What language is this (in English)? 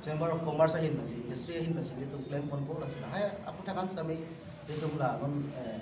Karbi